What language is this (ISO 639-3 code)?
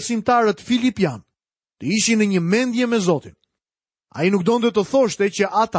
sqi